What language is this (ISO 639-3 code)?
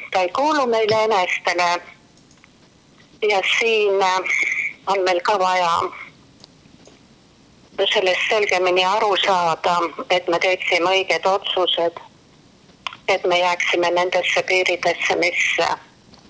est